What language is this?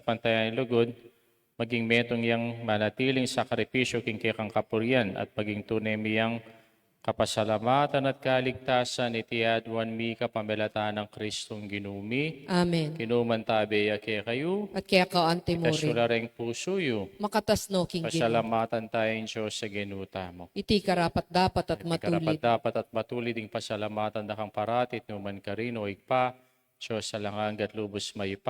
Pampanga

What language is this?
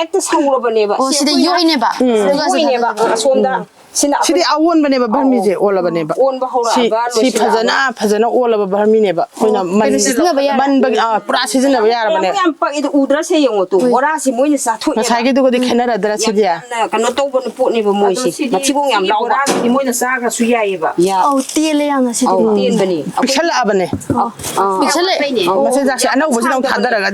Manipuri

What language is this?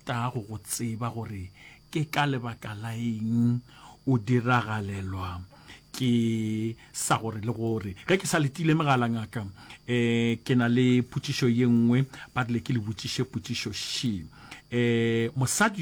Northern Sotho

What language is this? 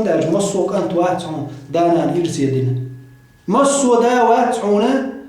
Chechen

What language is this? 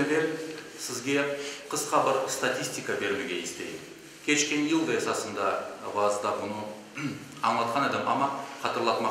Crimean Tatar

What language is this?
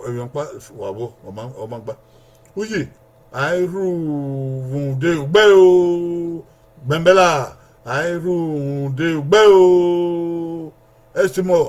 Bini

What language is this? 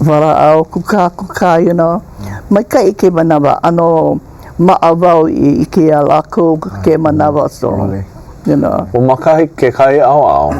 Hawaiian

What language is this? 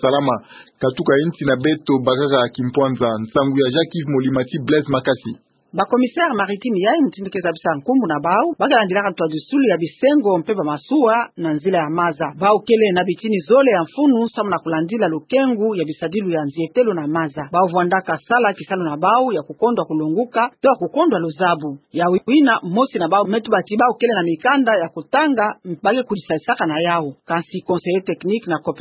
Kituba (Democratic Republic of Congo)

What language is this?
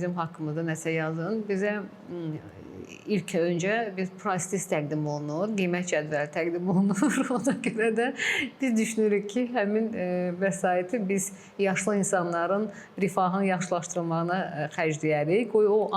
Azerbaijani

